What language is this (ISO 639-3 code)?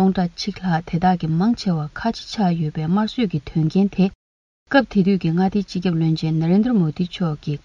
bod